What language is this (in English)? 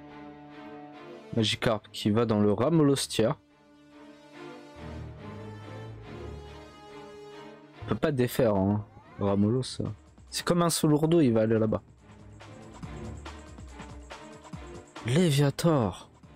French